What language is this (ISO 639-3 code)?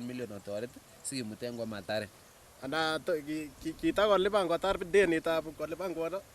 kln